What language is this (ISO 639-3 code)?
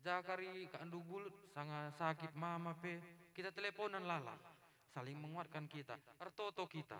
btx